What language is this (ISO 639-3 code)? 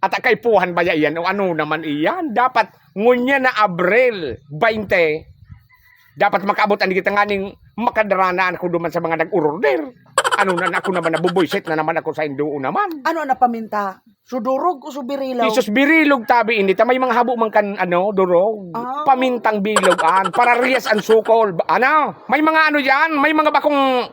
bik